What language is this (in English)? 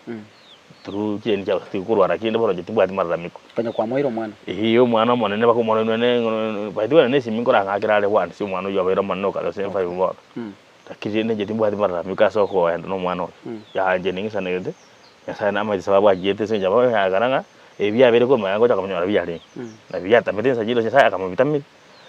Gusii